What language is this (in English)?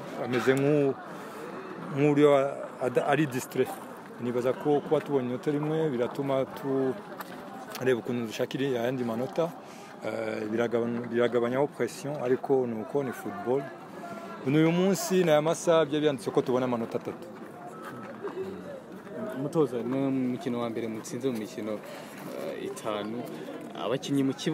Kinyarwanda